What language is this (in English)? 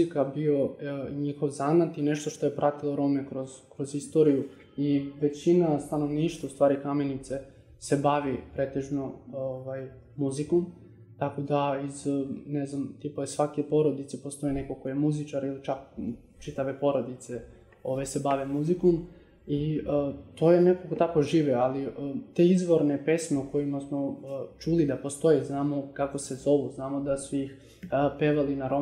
Serbian